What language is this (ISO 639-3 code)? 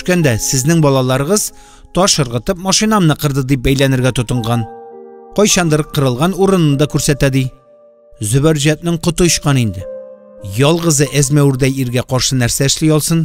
tat